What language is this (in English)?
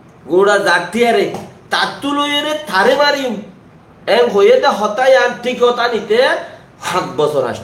Rohingya